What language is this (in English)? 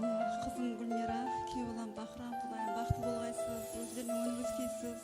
Kara-Kalpak